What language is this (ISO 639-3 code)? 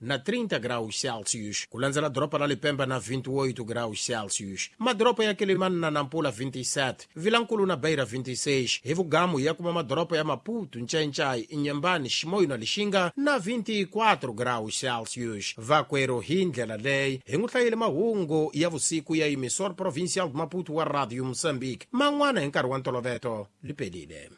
tso